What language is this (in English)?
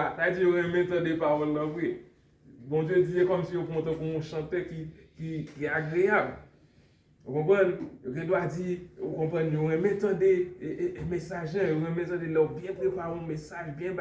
Haitian Creole